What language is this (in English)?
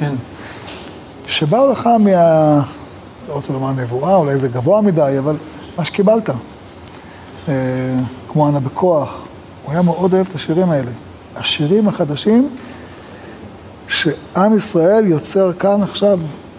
Hebrew